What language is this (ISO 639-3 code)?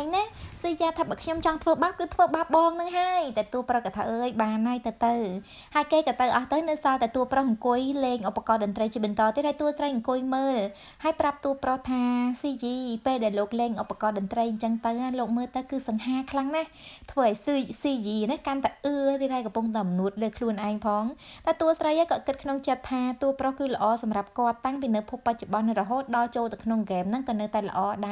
khm